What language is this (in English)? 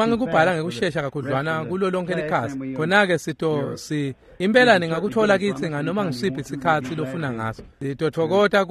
Swati